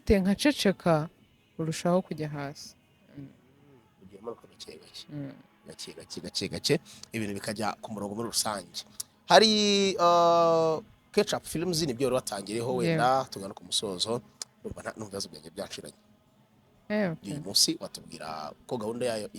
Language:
Kinyarwanda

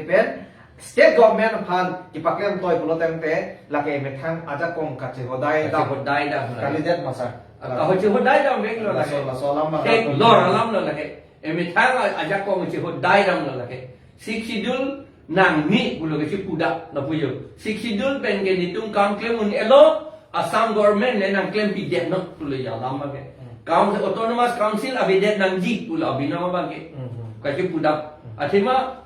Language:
Karbi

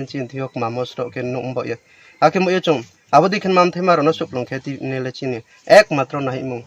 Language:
Kok Borok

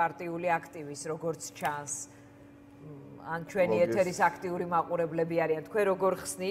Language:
Georgian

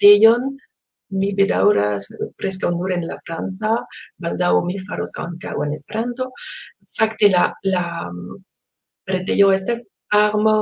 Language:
Esperanto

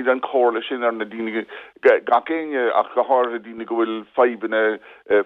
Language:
Irish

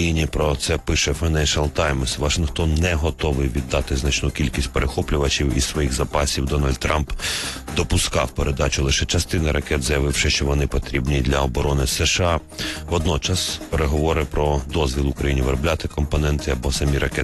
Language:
Ukrainian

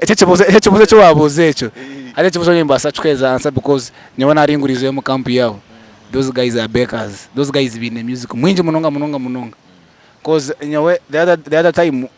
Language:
Nyankole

